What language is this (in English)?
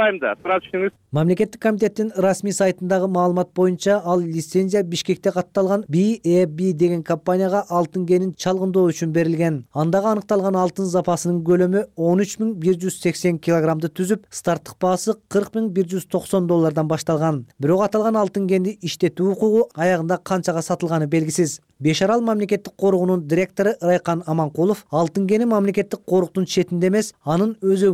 Kyrgyz